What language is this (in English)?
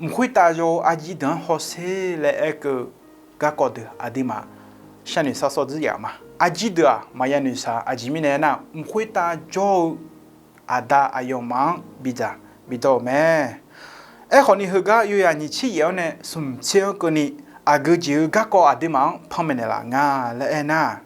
Akha